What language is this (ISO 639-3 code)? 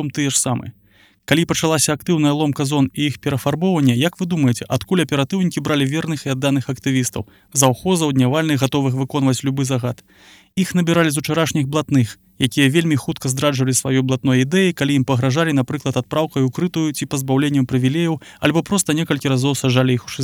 bel